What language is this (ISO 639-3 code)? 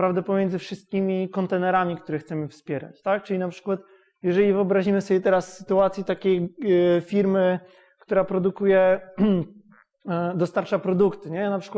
pol